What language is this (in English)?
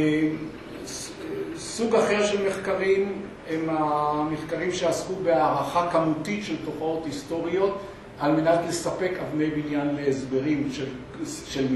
Hebrew